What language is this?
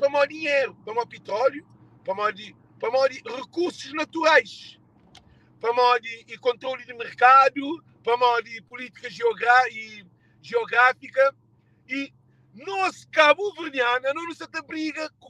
Kabuverdianu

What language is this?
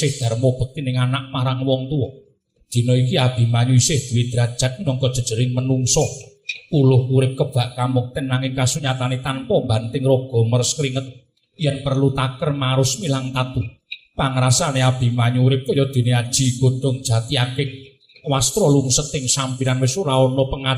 Javanese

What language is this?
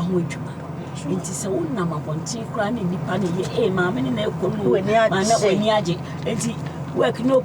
Akan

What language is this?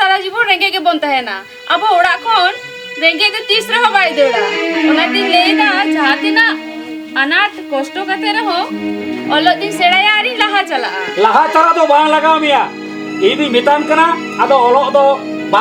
Santali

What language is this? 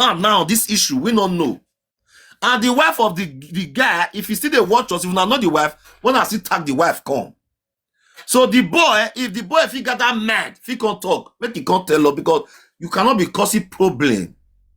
Nigerian Pidgin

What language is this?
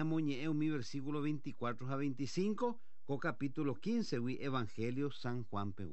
Guarani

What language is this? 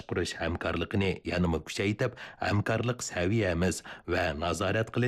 Uyghur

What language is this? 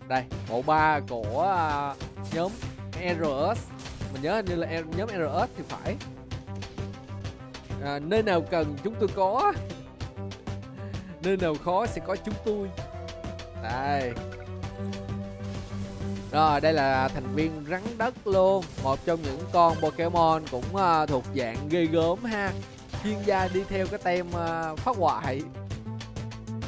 Vietnamese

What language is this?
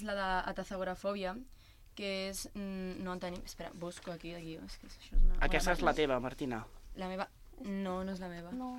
Catalan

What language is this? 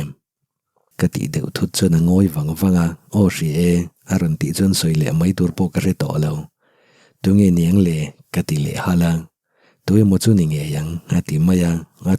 Mizo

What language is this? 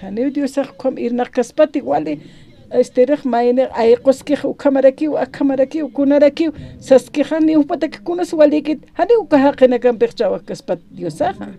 Aymara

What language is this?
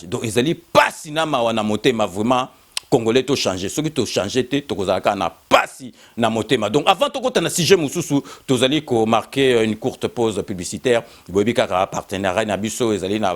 Lingala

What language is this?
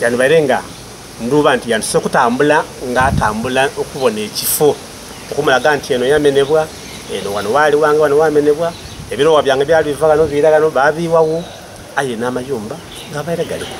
Soga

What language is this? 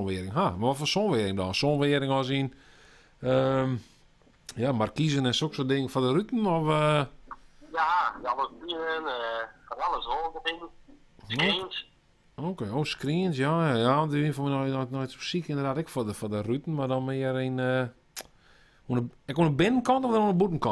Western Frisian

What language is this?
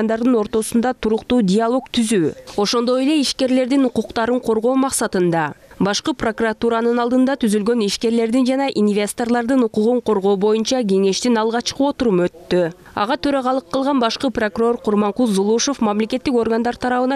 Kyrgyz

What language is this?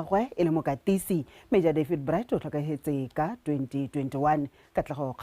Tswana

